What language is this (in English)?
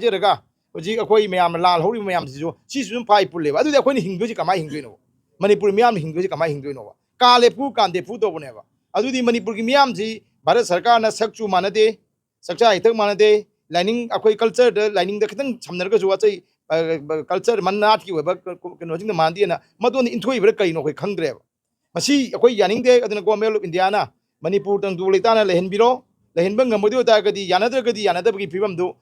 Manipuri